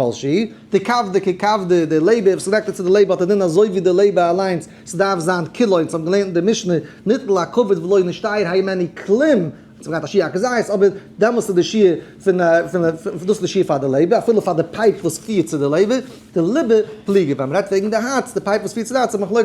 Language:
Yiddish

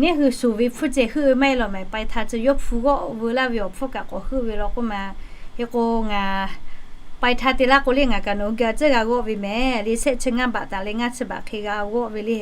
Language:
Lahu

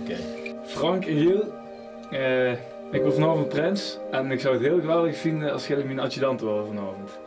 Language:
Limburgish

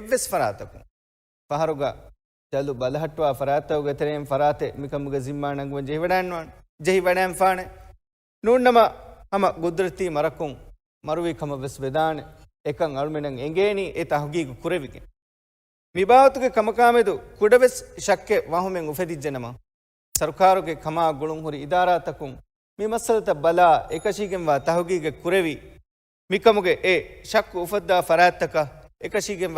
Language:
Divehi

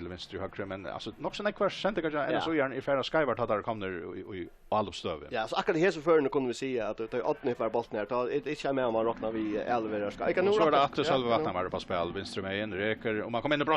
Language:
Faroese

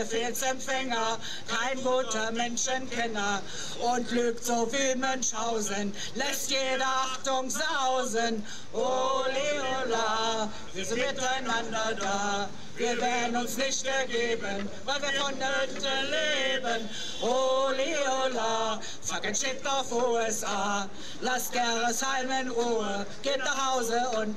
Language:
German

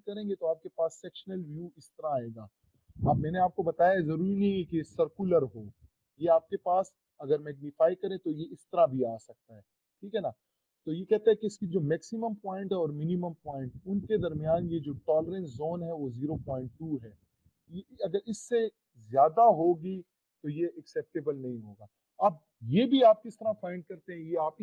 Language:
Hindi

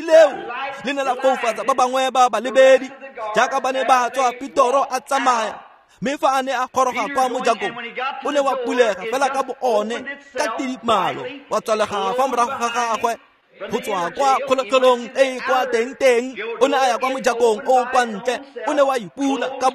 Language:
Tswana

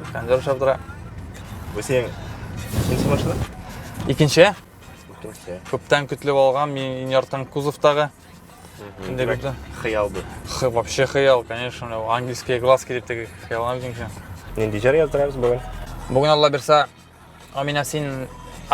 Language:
Tatar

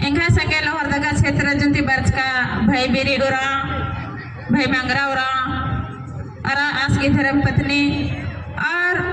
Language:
Kurukh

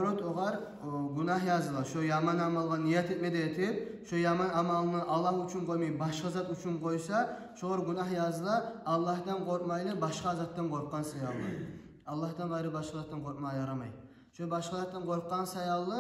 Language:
Kumyk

